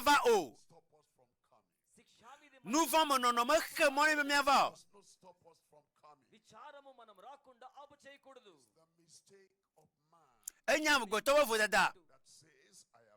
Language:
Ewe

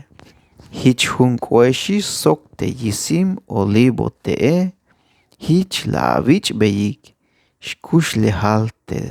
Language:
Tzeltal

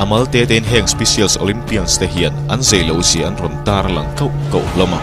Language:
Mizo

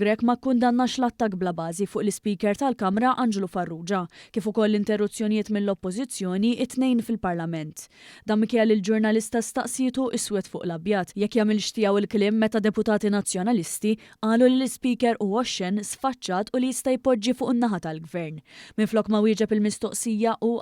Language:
Maltese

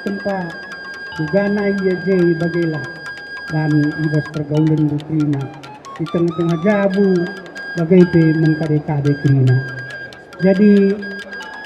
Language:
Batak Karo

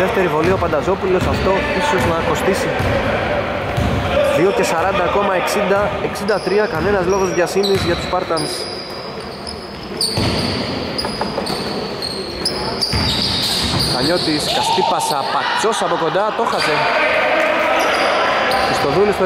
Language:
Greek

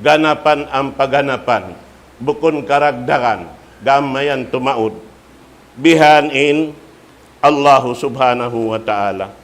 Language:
Tausug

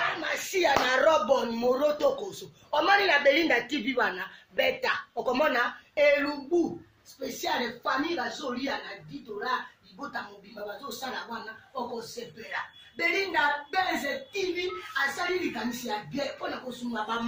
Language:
Lingala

